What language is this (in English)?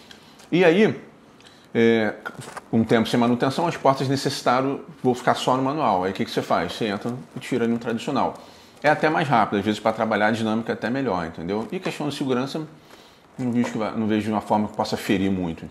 Portuguese